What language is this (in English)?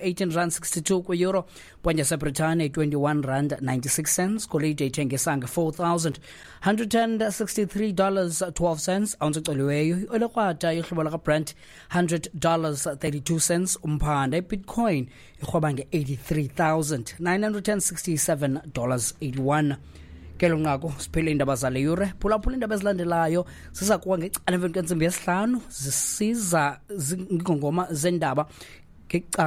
Xhosa